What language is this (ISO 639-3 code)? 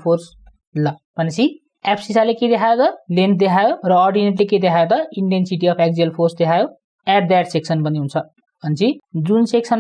nep